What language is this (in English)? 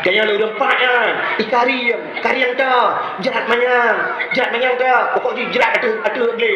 Achinese